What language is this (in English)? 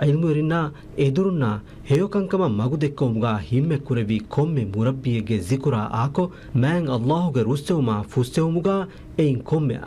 Divehi